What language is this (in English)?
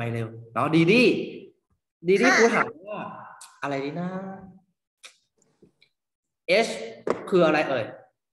Thai